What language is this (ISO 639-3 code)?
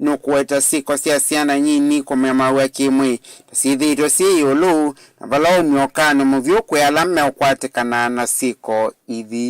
kam